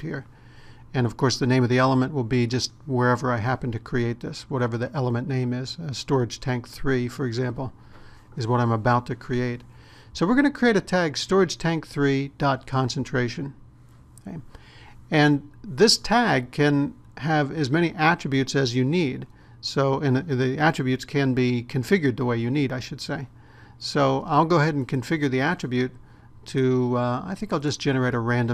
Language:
English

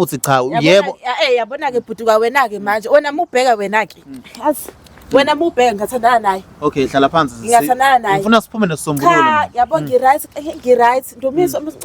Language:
Zulu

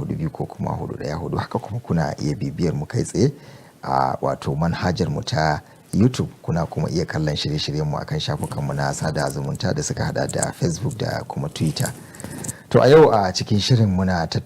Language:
Hausa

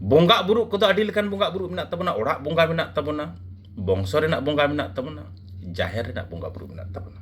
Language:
Santali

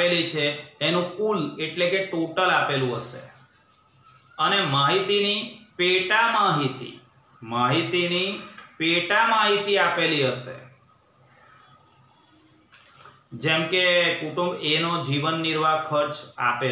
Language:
Gujarati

